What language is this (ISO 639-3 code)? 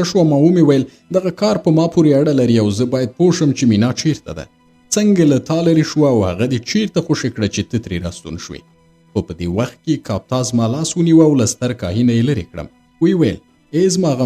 pus